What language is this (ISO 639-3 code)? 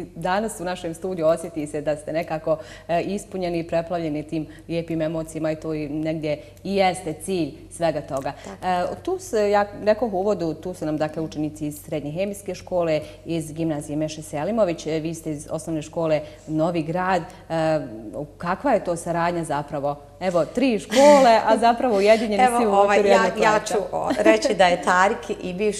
bos